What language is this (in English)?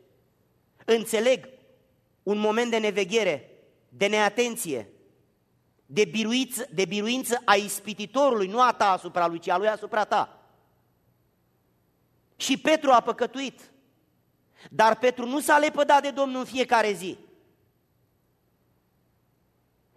Romanian